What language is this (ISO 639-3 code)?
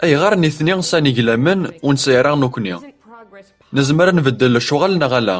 kab